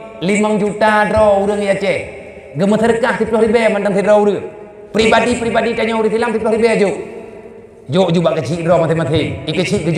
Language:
Achinese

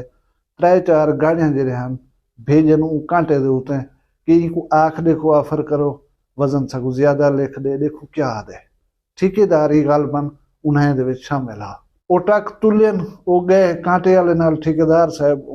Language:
Saraiki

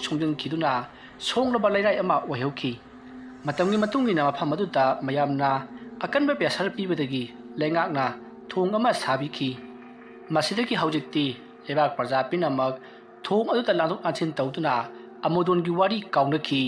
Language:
Manipuri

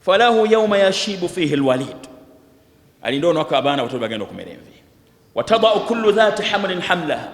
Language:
Ganda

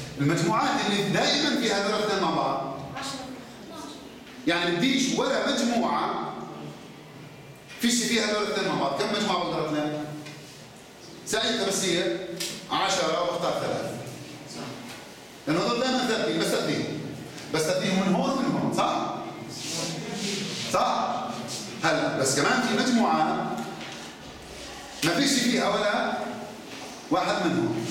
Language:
South Levantine Arabic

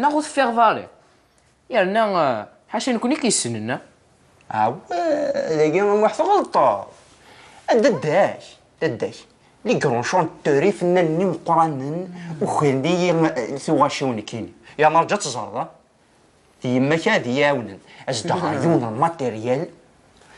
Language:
Kabyle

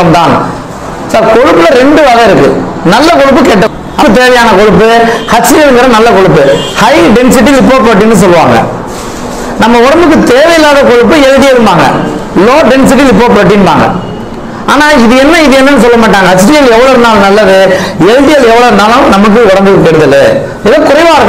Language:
Tamil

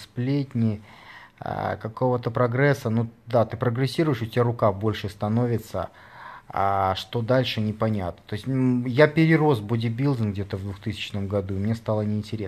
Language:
Russian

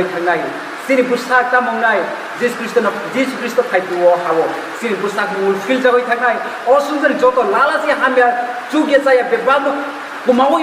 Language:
Kok Borok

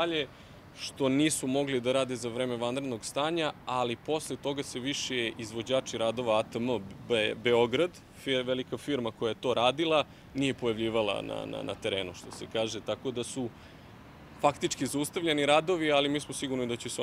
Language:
Serbian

